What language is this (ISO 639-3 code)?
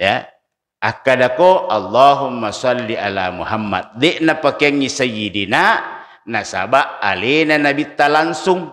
bug